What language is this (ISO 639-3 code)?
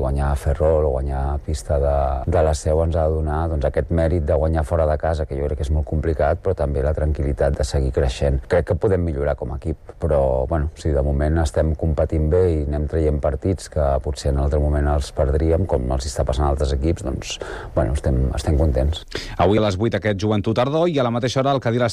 cat